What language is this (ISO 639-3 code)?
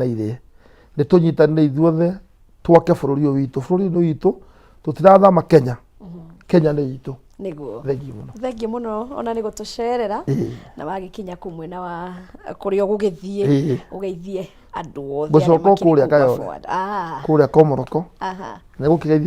kik